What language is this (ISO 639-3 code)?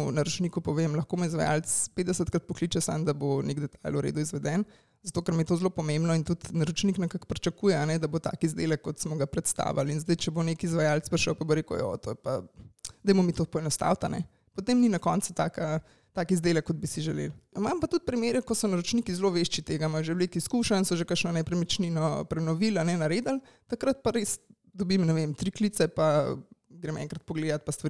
slv